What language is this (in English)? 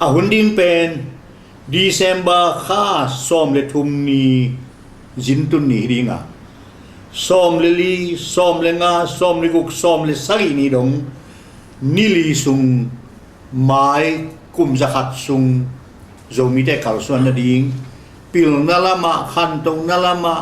Tedim Chin